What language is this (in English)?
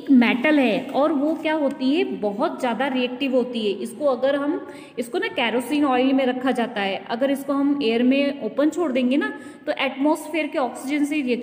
Hindi